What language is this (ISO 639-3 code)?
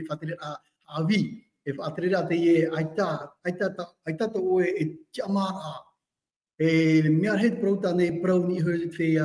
tah